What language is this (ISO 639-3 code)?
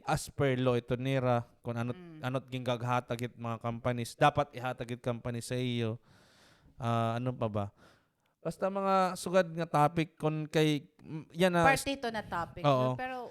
war